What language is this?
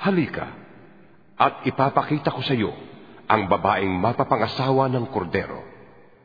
Filipino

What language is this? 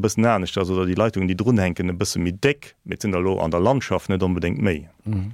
Luxembourgish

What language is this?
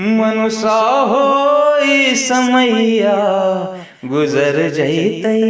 Magahi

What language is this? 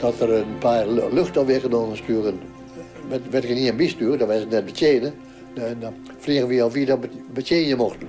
Western Frisian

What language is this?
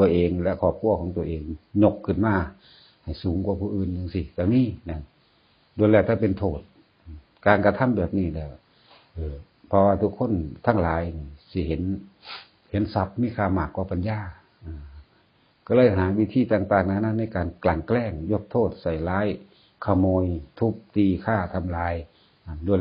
Northeastern Thai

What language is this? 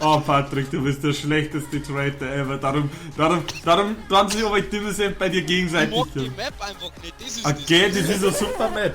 Bavarian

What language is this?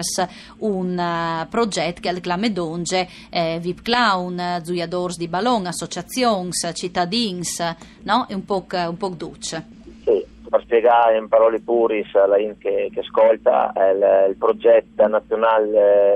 Friulian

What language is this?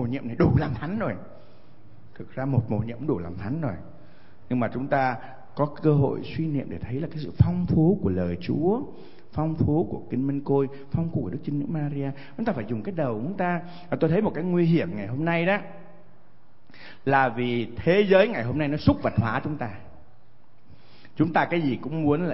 Vietnamese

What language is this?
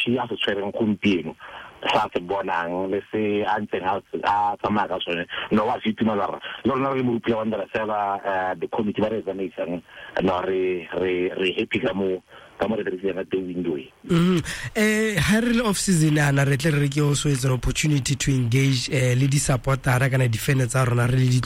Tswana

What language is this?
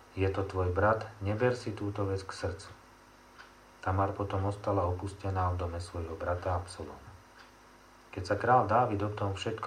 Slovak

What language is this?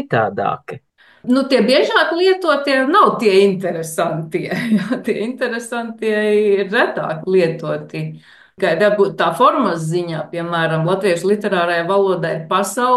Latvian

